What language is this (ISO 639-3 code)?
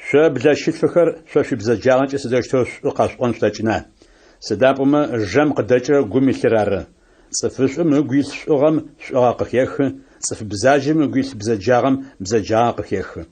ady